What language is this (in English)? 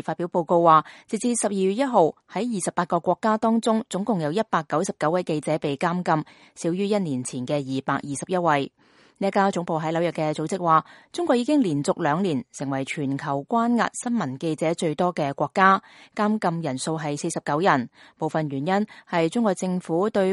Cantonese